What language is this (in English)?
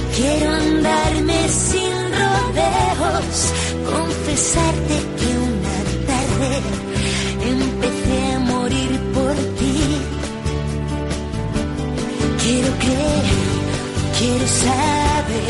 Spanish